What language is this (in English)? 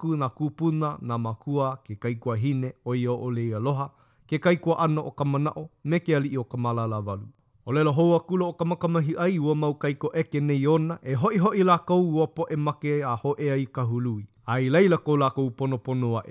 Hawaiian